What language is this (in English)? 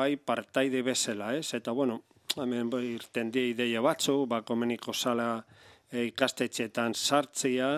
Basque